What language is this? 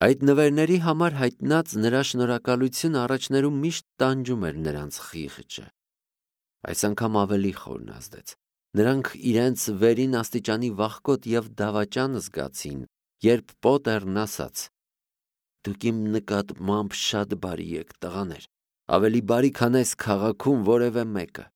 Armenian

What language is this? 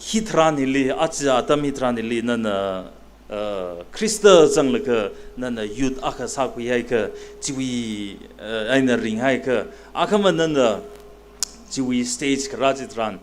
Tangkhul Naga (India)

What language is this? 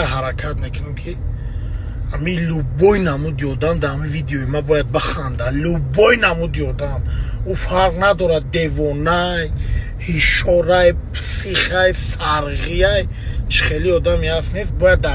Tajik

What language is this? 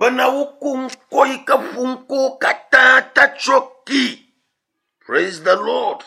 Ewe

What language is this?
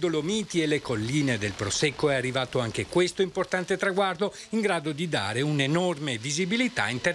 Italian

